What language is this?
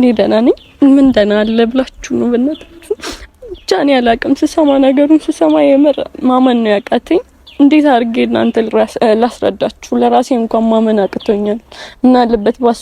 Amharic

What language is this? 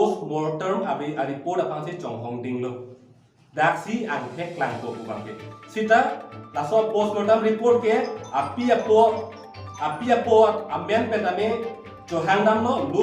Karbi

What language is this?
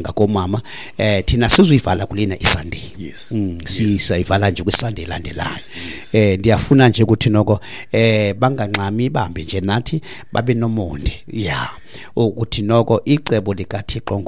Xhosa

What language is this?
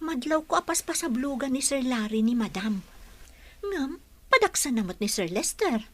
Iloko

